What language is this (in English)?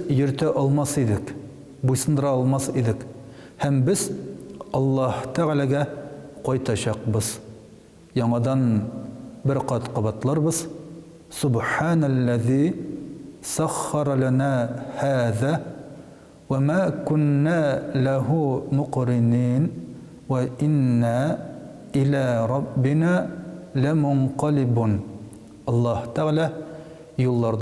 Tatar